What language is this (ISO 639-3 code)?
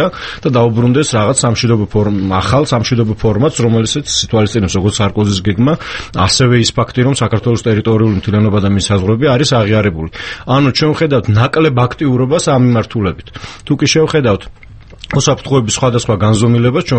kat